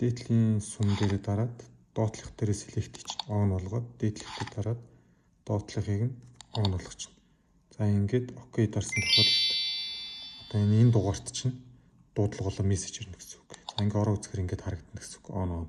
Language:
Mongolian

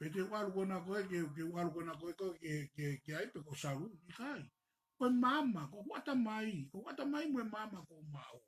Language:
Tongan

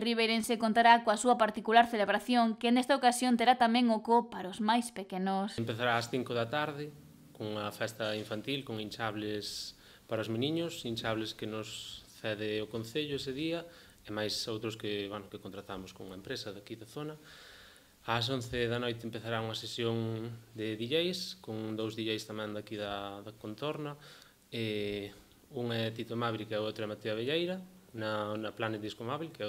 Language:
Galician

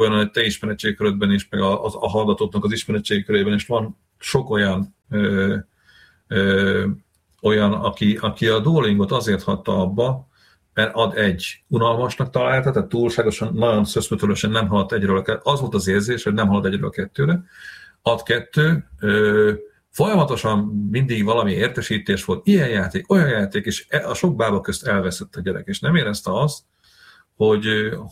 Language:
Hungarian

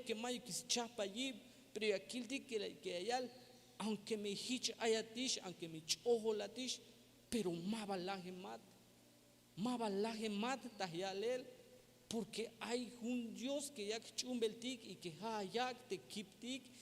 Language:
Tzeltal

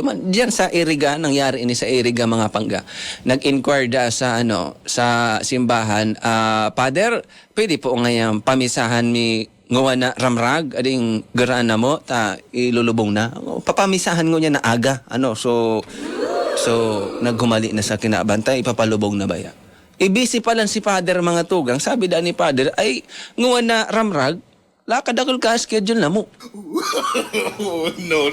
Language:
Bikol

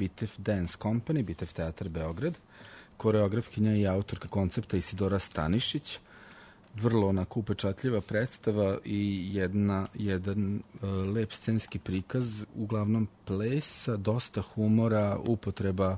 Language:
Serbian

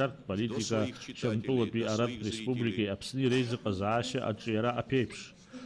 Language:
Abkhazian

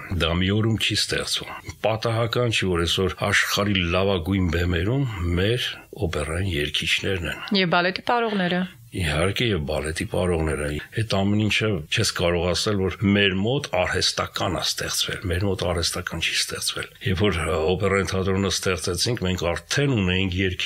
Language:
Armenian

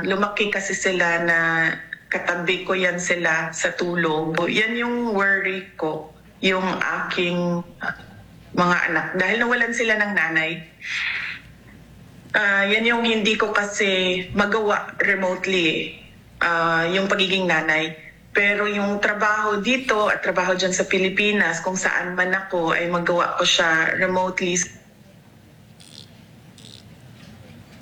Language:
Filipino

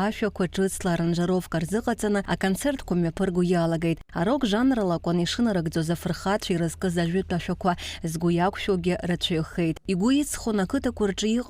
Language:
Abkhazian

